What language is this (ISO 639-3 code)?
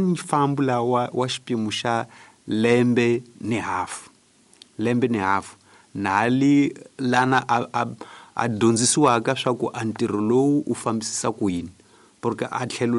tso